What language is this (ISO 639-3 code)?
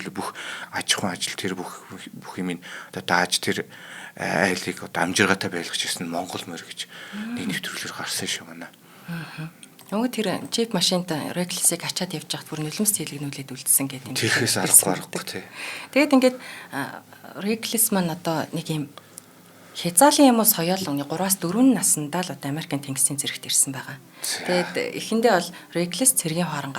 mon